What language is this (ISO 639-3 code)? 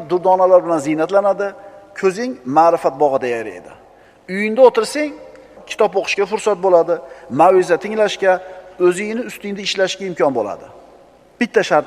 uzb